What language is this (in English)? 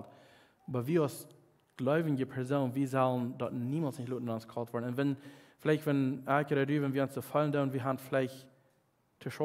Plautdietsch